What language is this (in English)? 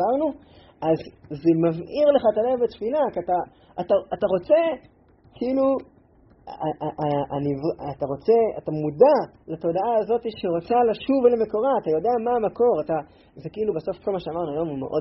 Hebrew